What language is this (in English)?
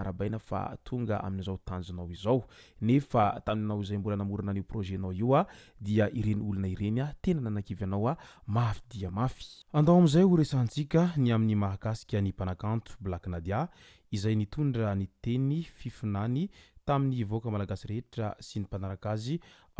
Malagasy